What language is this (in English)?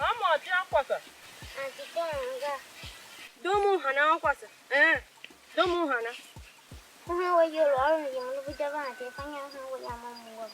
Tiv